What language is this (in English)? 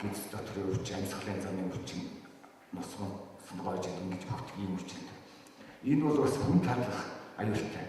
Mongolian